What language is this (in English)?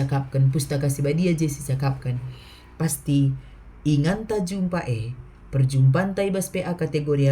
Batak Karo